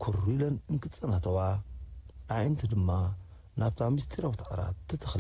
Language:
Tigrinya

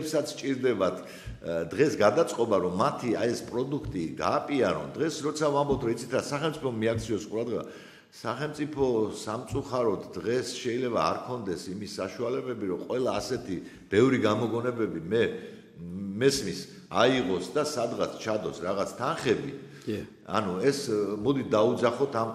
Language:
Georgian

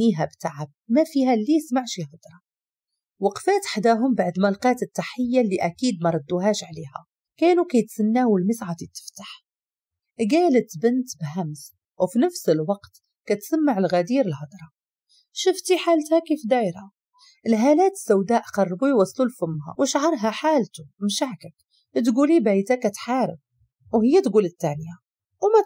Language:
Moroccan Arabic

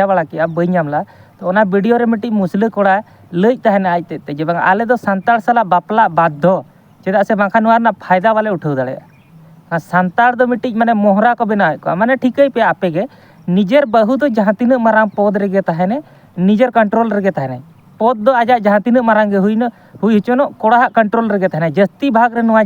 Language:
Santali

